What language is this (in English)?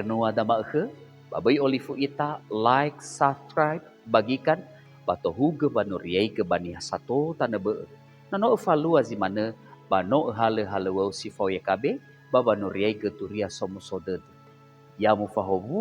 Nias